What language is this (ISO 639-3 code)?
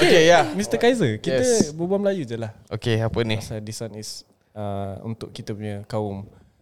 msa